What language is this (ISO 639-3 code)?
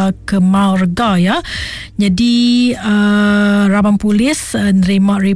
iba